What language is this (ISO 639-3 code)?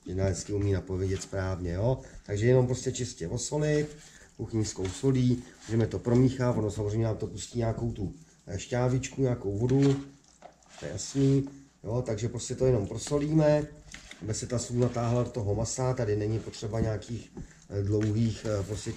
ces